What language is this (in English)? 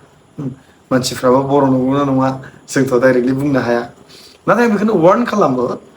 Bodo